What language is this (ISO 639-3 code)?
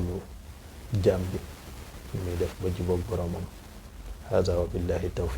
wol